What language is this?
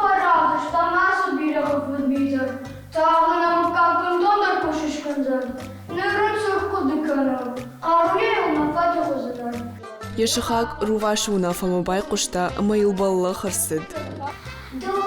Ossetic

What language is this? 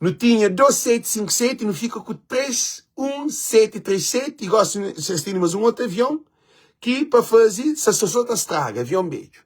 Kabuverdianu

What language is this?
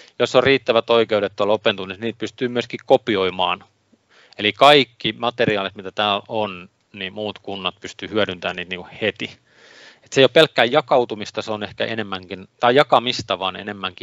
Finnish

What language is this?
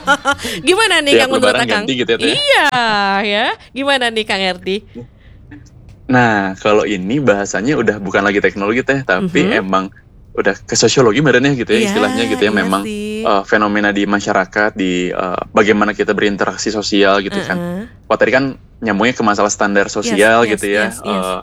Indonesian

